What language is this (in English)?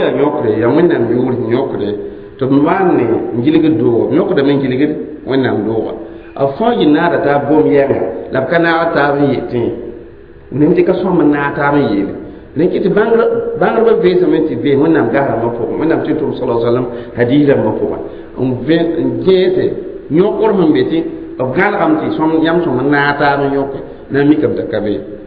Mossi